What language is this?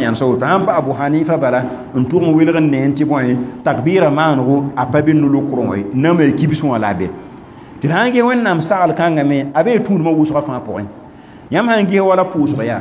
Mossi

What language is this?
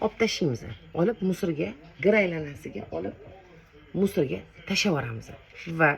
Uzbek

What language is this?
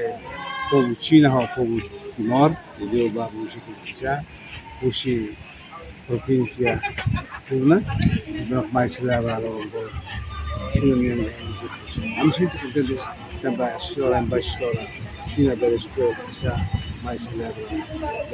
Tetum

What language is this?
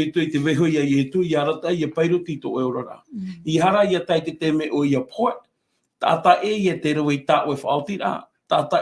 Tahitian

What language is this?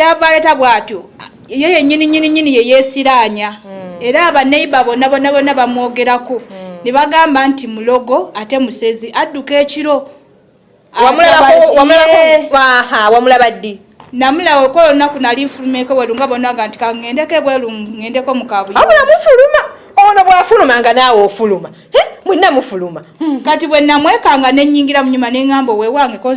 Ganda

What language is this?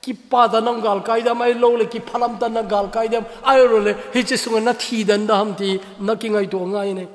Thado Chin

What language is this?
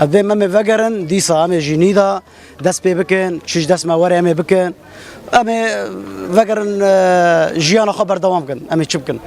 Kurdish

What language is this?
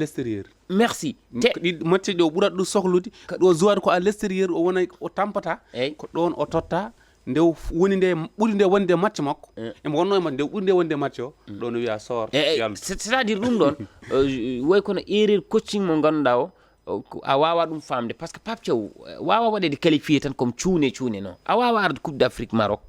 Fula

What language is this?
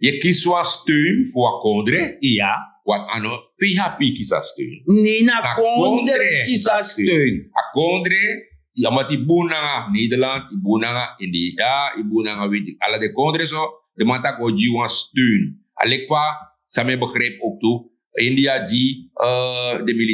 Sranan Tongo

